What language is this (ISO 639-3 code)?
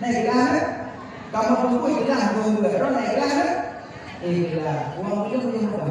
ace